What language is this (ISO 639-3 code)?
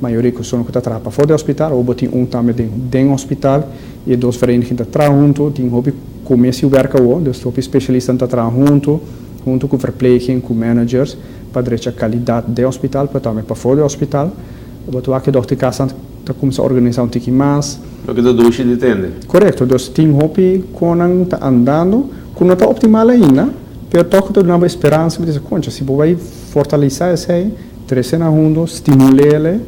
pap